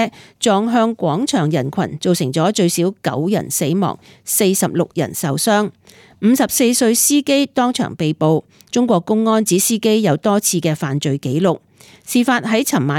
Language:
Cantonese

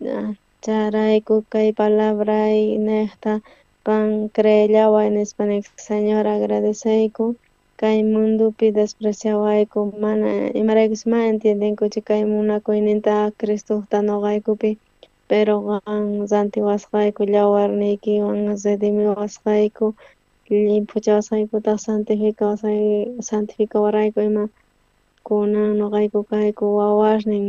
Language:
South Bolivian Quechua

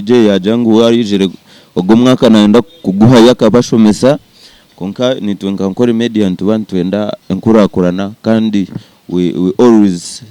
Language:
Nyankole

